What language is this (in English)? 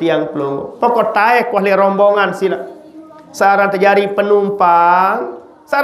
Sasak